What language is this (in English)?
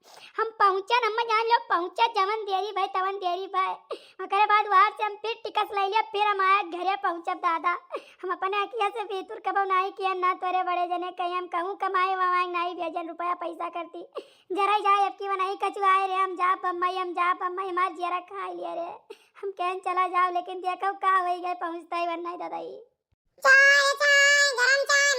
Awadhi